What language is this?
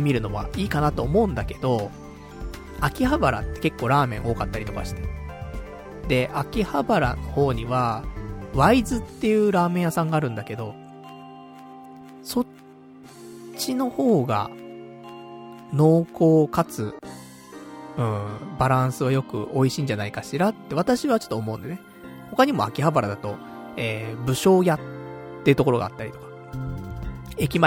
Japanese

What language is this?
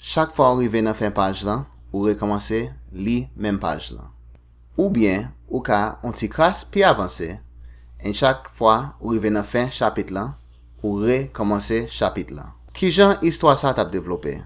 Haitian Creole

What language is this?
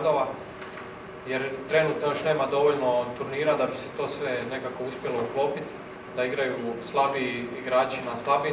Croatian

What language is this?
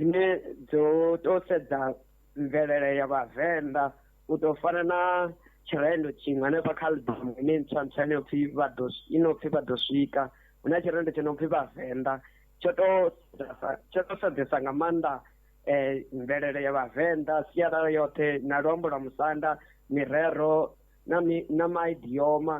Venda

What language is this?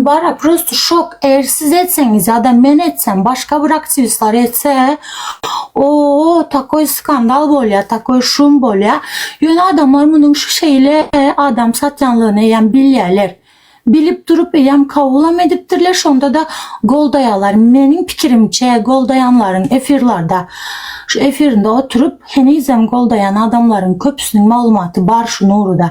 Turkmen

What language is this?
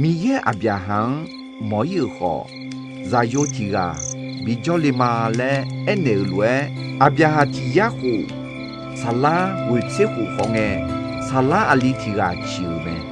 Akha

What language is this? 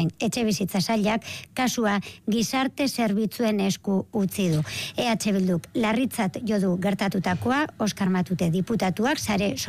Basque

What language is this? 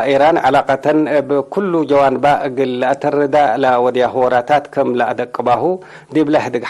Tigre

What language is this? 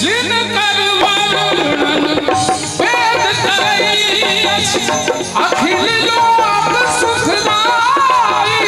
Maithili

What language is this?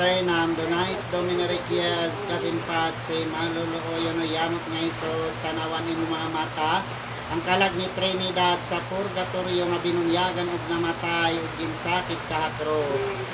Waray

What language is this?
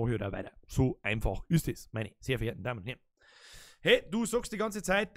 Bavarian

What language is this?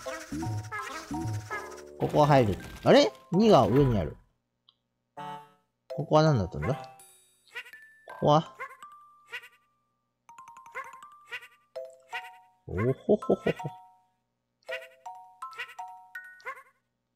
Japanese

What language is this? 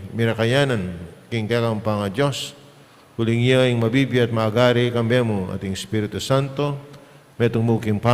Pampanga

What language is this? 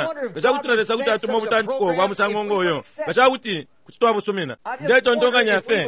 Bemba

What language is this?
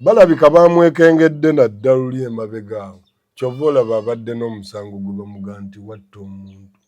Ganda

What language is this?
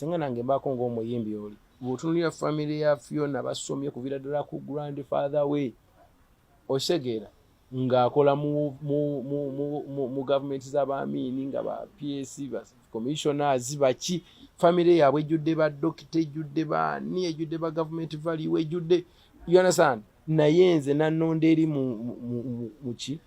Ganda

